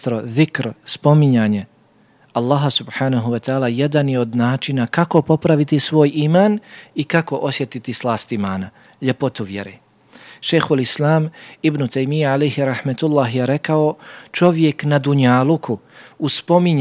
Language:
Bosnian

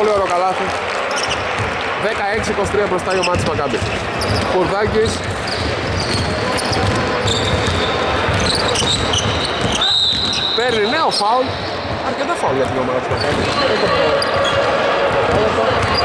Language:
Greek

